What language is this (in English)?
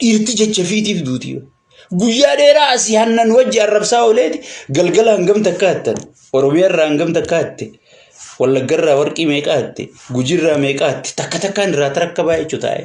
Oromo